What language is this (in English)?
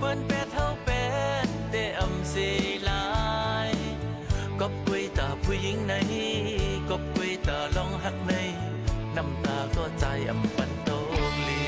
Shan